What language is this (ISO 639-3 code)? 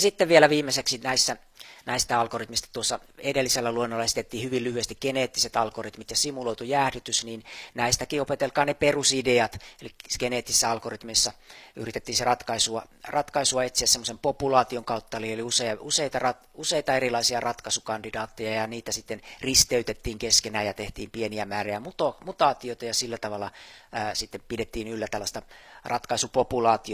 fin